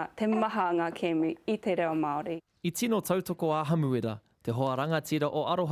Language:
Māori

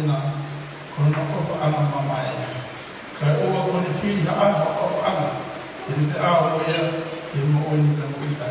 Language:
Tongan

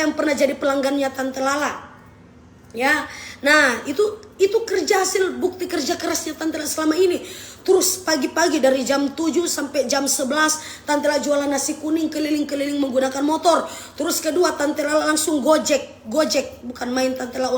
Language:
Manado Malay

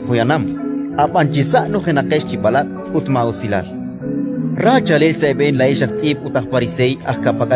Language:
Kekchí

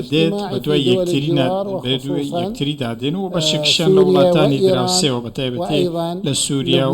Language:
Central Kurdish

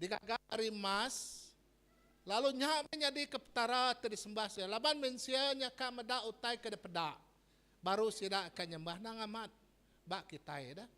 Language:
Iban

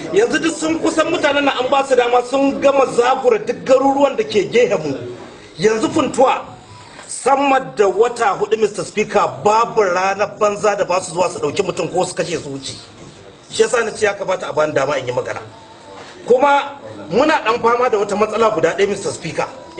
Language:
Hausa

